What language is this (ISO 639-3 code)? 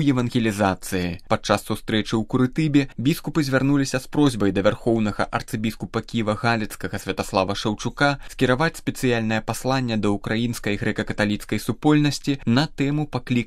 bel